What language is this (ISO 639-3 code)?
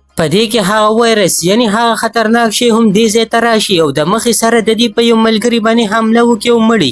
pus